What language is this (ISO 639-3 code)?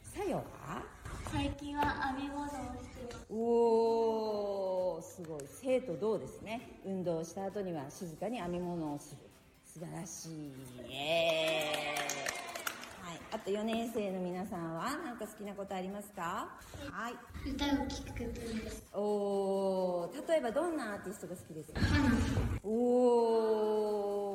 jpn